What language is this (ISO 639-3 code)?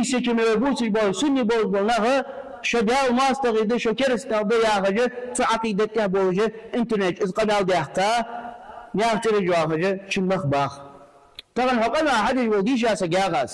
inh